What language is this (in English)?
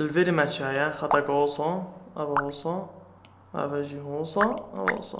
Kurdish